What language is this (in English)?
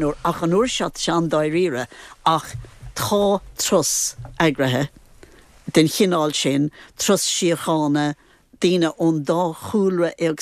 Irish